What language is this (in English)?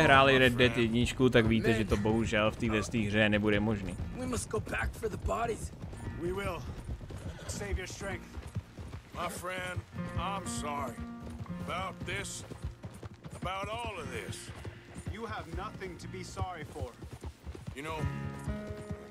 Czech